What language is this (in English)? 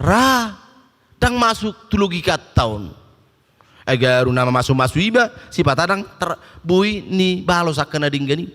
Batak Toba